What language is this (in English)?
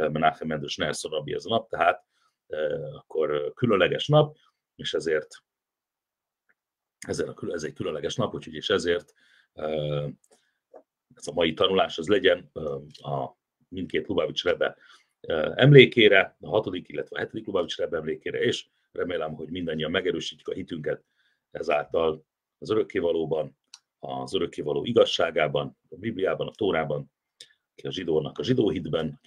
Hungarian